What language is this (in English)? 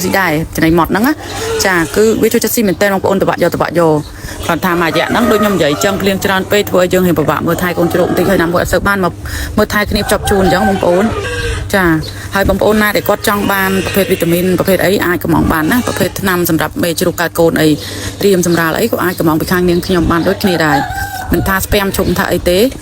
Khmer